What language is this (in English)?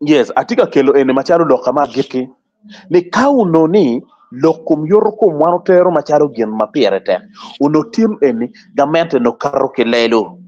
Acoli